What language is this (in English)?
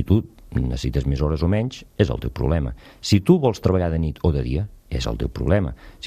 Catalan